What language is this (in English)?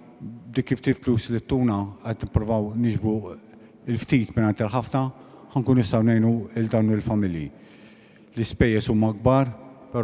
Maltese